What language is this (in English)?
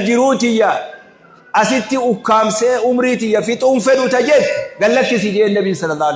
Oromo